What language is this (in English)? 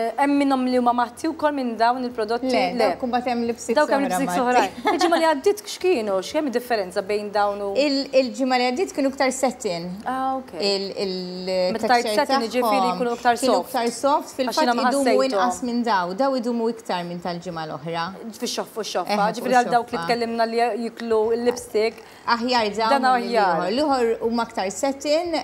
Maltese